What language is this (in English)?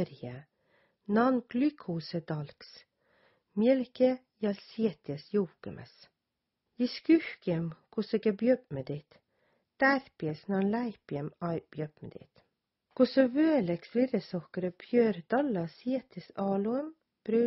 Southern Sami